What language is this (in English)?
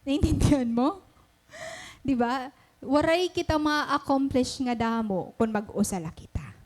Waray